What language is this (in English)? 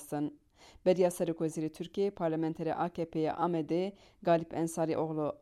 Kurdish